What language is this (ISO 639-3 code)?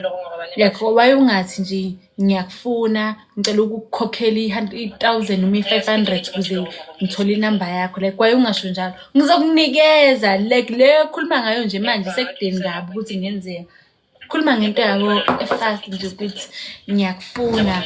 zul